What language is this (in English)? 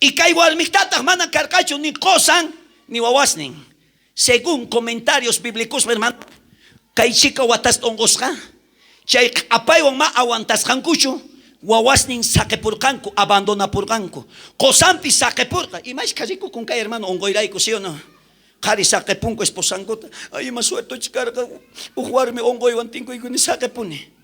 South Bolivian Quechua